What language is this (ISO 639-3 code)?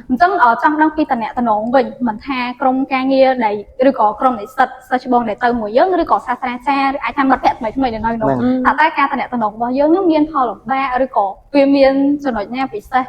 khm